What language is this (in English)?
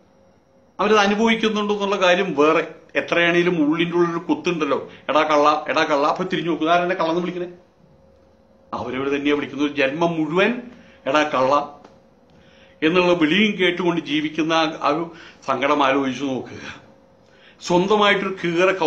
Malayalam